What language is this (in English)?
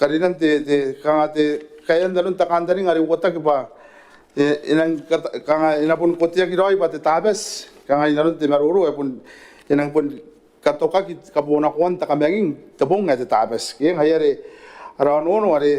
Gilbertese